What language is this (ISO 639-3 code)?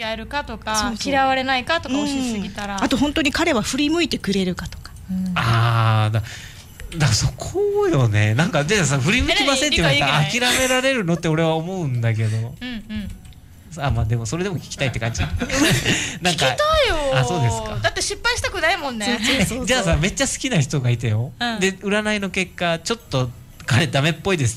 jpn